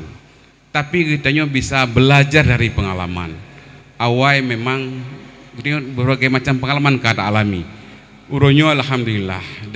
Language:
Achinese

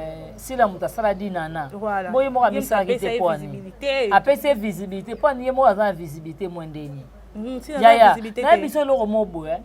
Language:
Lingala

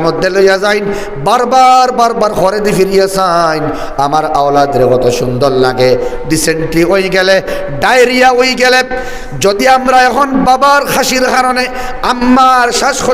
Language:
Sylheti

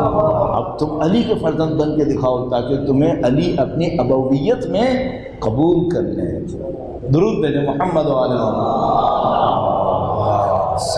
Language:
Urdu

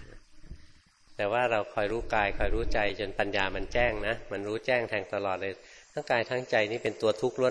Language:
Thai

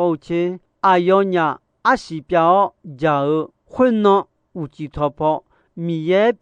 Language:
Akha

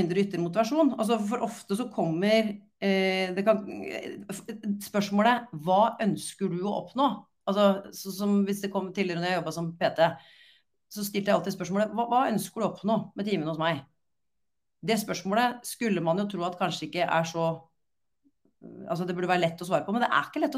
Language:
Norwegian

